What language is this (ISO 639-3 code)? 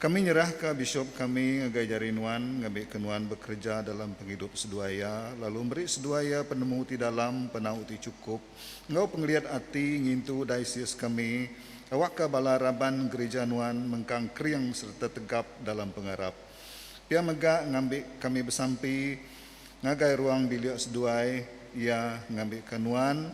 iba